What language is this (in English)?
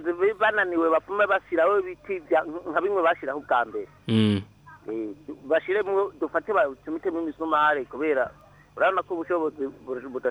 Rundi